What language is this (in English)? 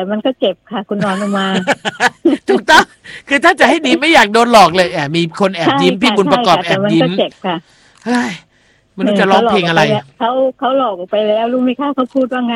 Thai